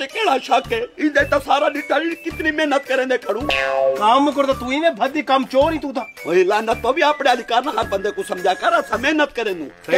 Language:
Saraiki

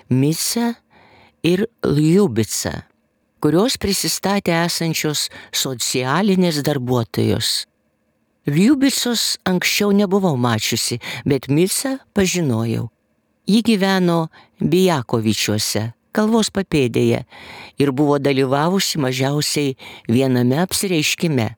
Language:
Lithuanian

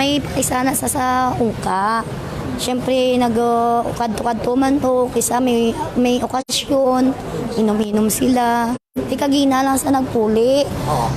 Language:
Hiligaynon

